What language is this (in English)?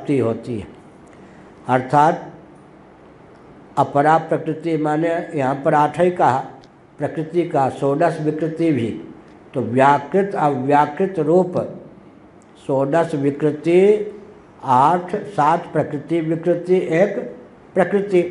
Hindi